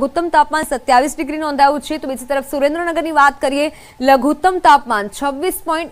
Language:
Gujarati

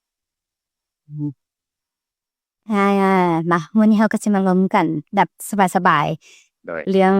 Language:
Lao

